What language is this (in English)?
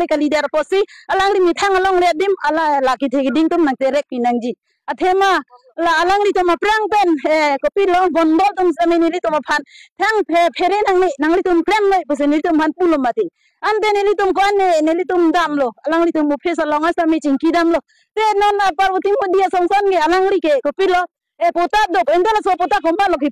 Karbi